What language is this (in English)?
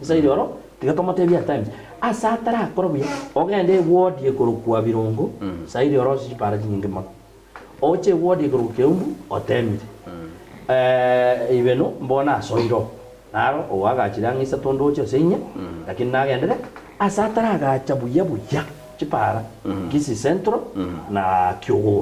Gusii